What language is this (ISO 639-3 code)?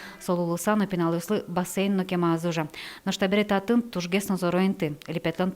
udm